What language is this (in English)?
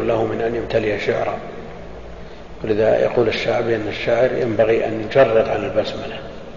Arabic